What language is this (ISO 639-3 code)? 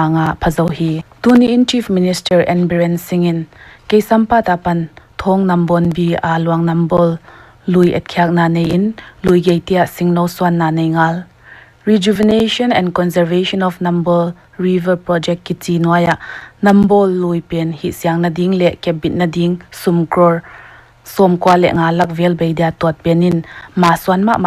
pck